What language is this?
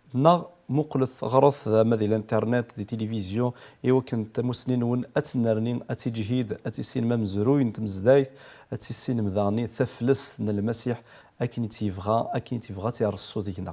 Kabyle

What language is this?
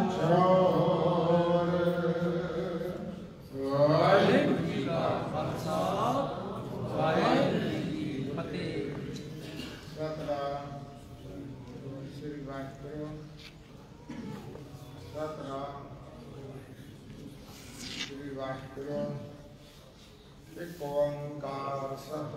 Punjabi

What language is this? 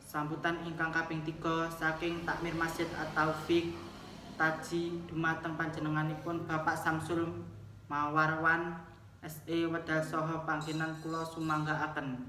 Javanese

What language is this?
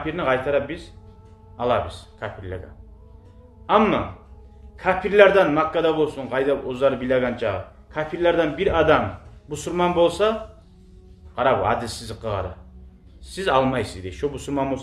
Kumyk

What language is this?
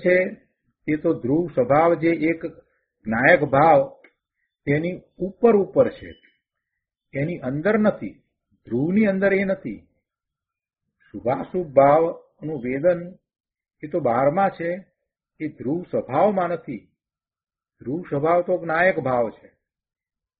Gujarati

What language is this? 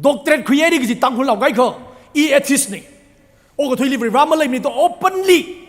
Tangkhul Naga (India)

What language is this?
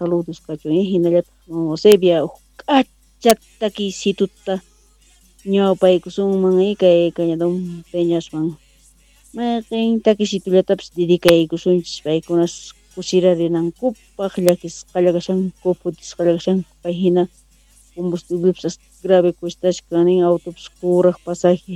South Bolivian Quechua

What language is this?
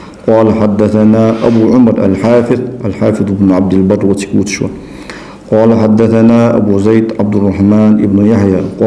Ingush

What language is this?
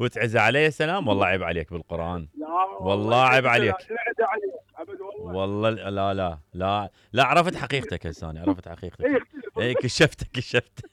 Mesopotamian Arabic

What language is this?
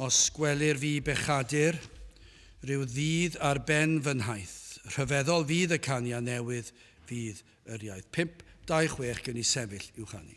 Welsh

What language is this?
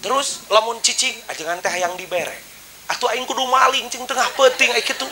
Sundanese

